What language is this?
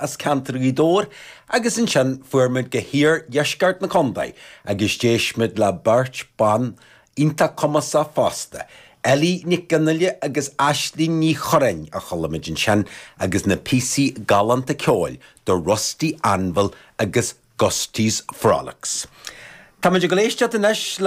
Irish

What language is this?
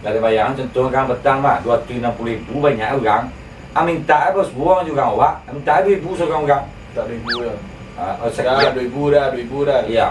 Minangkabau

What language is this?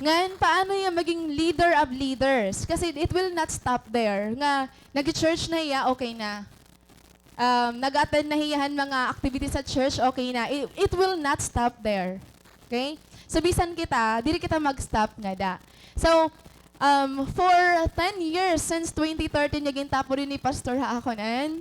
Waray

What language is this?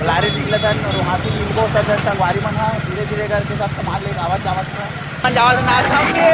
Chhattisgarhi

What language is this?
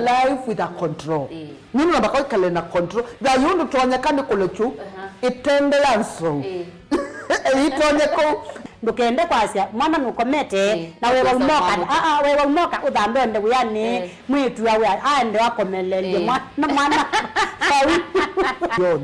Kamba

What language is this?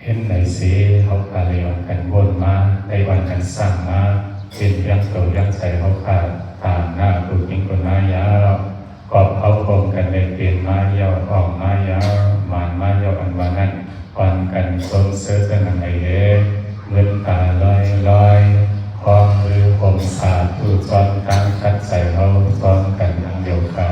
Shan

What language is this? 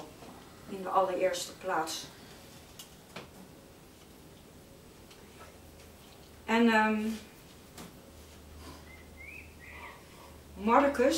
Dutch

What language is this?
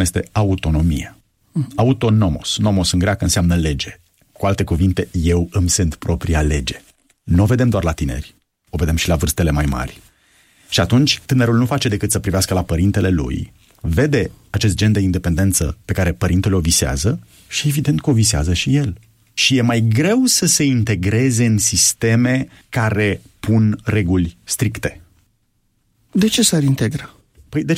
Romanian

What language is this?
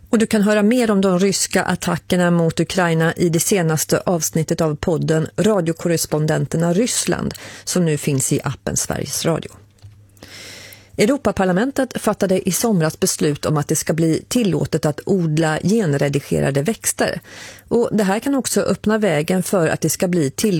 Swedish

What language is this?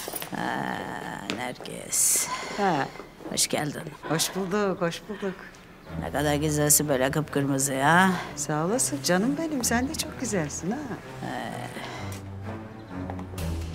Turkish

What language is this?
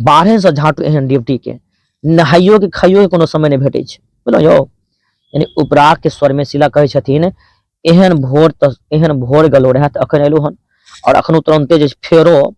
Maithili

